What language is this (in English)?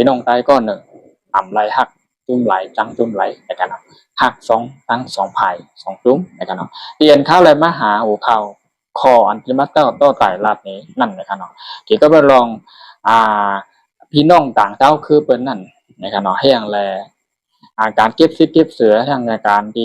Shan